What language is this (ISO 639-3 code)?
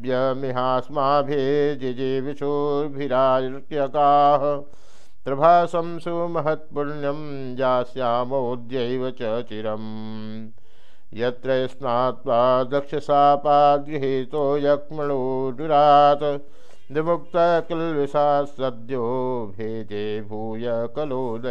san